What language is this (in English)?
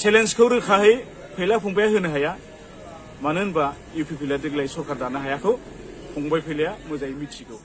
Bodo